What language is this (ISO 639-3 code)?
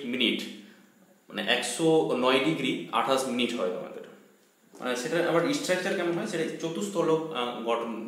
ben